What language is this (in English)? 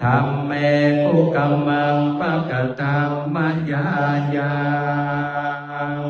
Pali